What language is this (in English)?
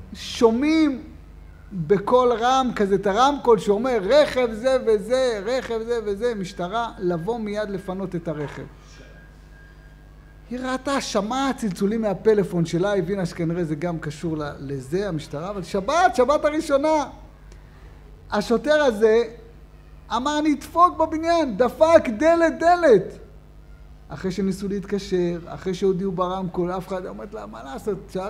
Hebrew